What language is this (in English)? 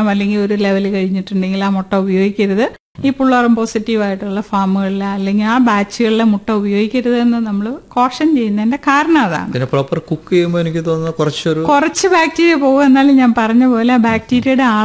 Malayalam